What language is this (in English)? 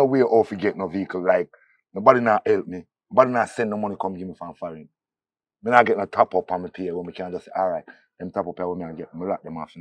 Jamaican Creole English